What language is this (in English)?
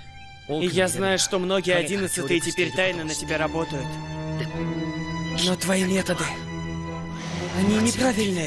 Russian